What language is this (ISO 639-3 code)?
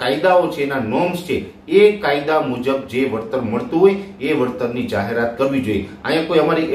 guj